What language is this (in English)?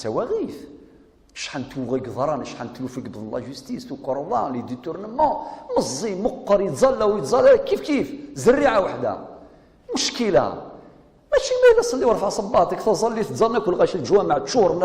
Kabyle